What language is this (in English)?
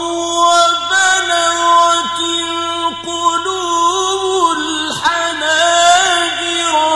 Arabic